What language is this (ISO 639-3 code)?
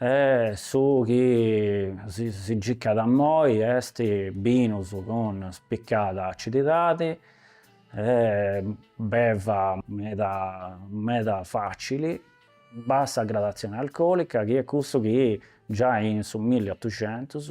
srd